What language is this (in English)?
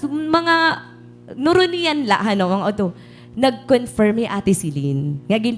Waray